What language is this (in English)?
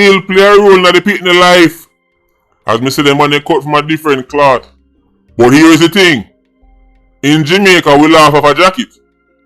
Jamaican Creole English